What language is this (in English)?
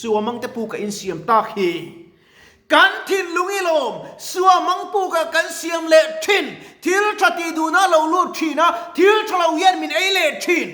Mizo